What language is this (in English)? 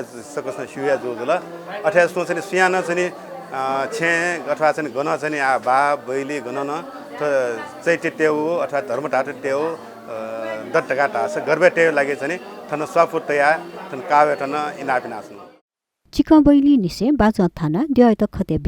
Newari